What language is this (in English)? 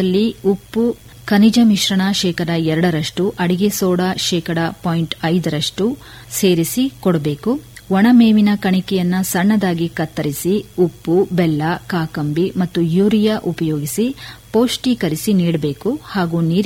Kannada